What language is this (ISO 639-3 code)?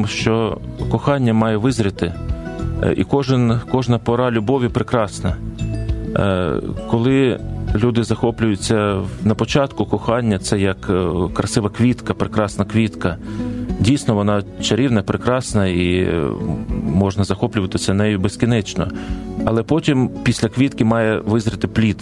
ukr